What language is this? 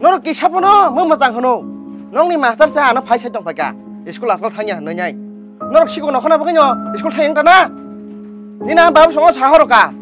Kok Borok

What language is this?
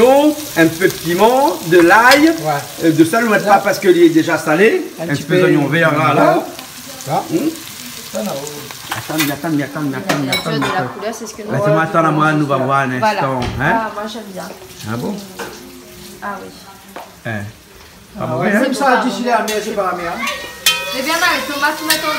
Réunion Creole French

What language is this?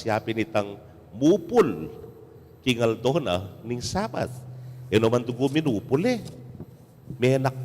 Pampanga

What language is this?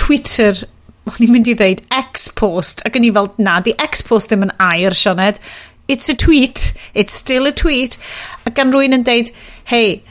Welsh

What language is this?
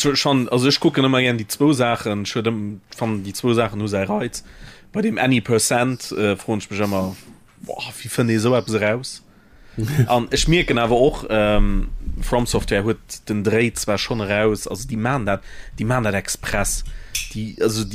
Luxembourgish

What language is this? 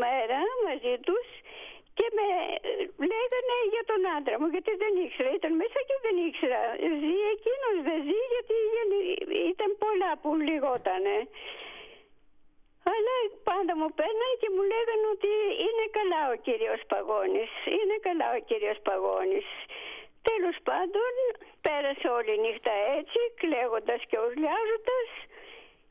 Greek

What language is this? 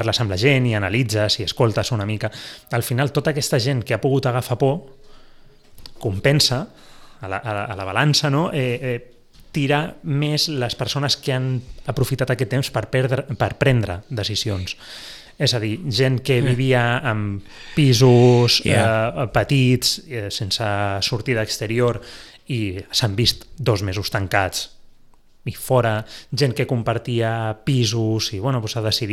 Catalan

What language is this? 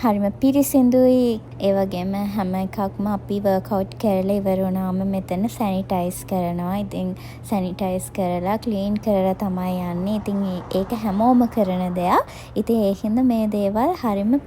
Sinhala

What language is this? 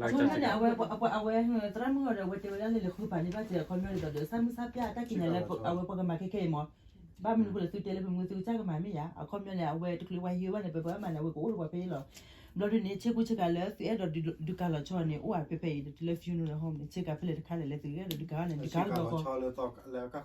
S'gaw Karen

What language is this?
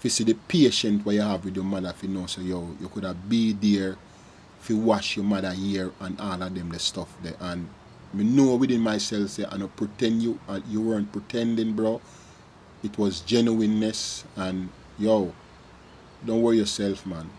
Jamaican Creole English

